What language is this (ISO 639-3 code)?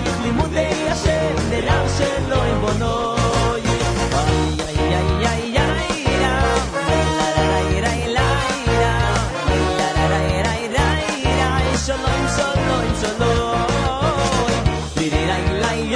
heb